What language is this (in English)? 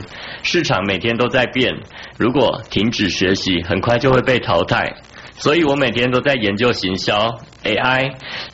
Chinese